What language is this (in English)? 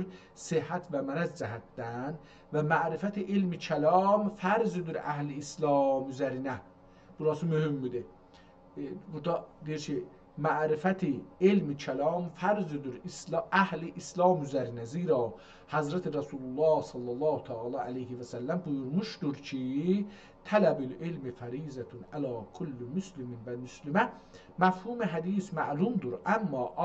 South Azerbaijani